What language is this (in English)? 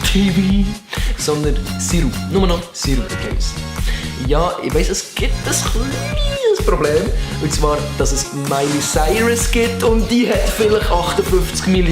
Swiss German